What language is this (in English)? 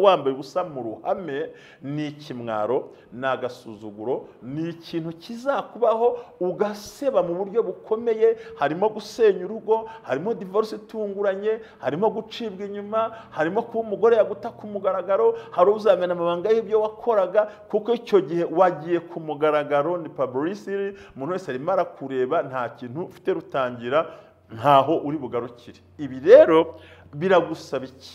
Kinyarwanda